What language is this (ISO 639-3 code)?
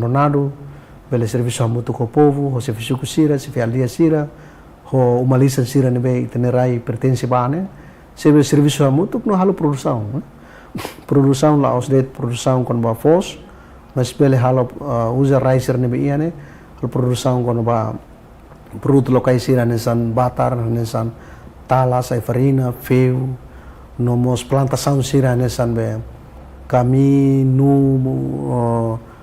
tet